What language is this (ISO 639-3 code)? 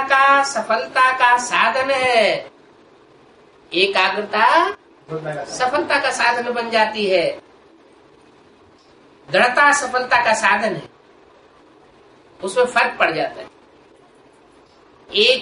hin